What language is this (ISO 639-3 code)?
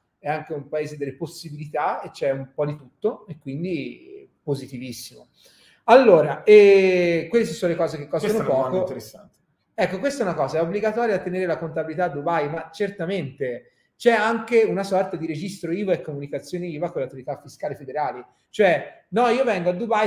ita